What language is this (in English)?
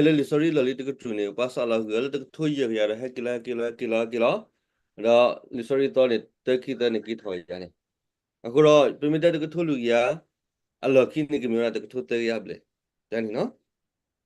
S'gaw Karen